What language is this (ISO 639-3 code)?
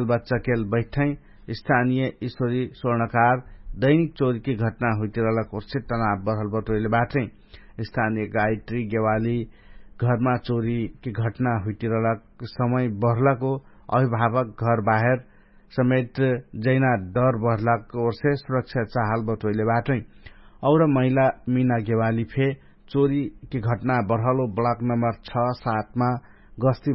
thl